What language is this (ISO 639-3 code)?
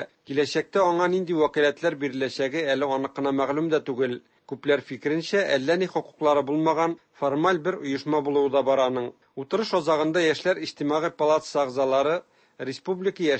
tat